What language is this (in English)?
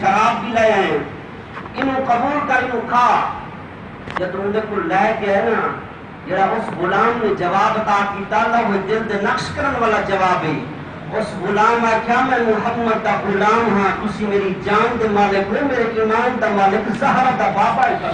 Saraiki